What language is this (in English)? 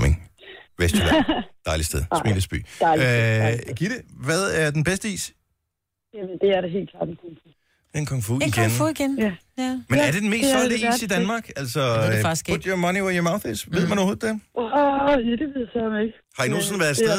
Danish